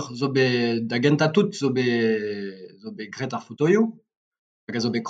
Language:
Breton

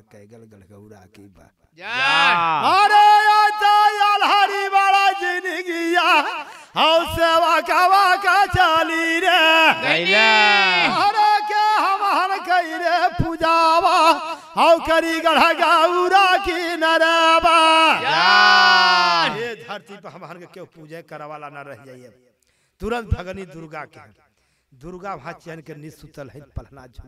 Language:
Bhojpuri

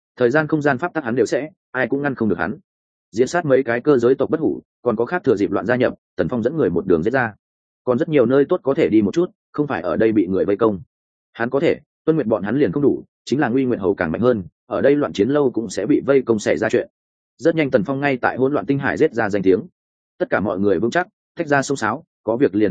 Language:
Vietnamese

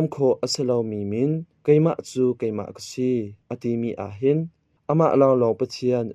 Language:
Hakha Chin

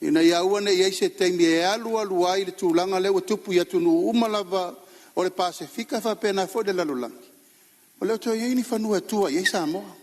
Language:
Samoan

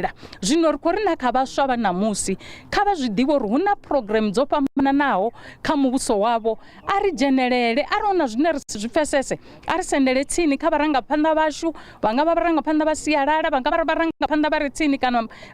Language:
Venda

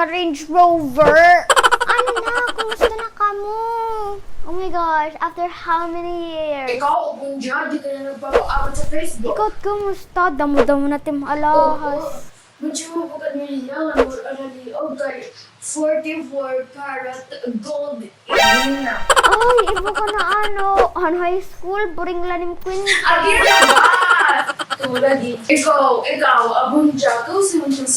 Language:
Waray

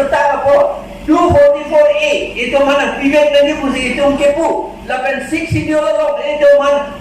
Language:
Karbi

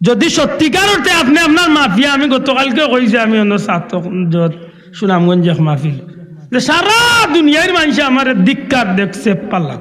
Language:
Sylheti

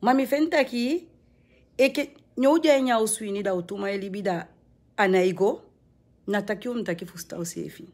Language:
Sranan Tongo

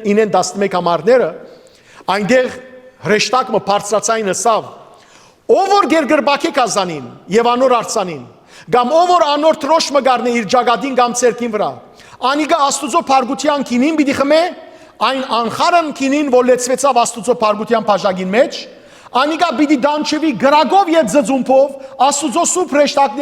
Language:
Western Armenian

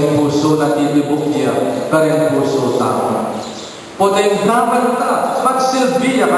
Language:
Pampanga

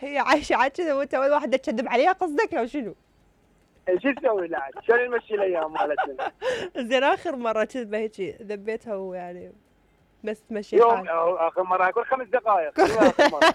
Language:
Mesopotamian Arabic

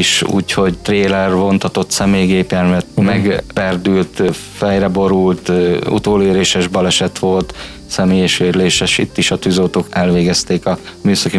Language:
Hungarian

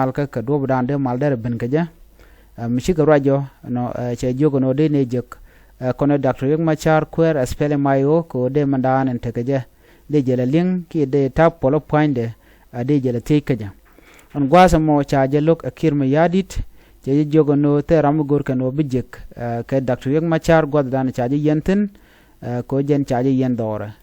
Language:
Nuer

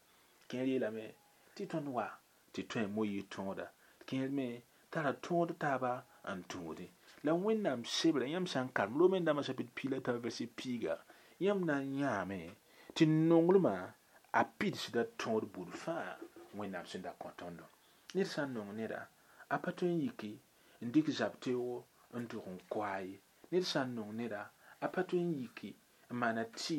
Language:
Mossi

